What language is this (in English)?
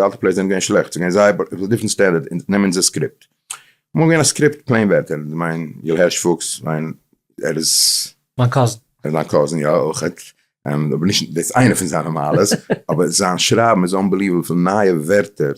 Yiddish